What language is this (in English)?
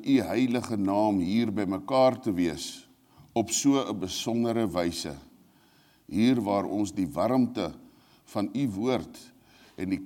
Afrikaans